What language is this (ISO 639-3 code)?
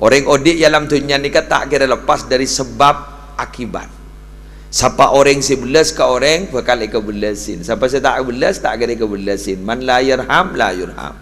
mad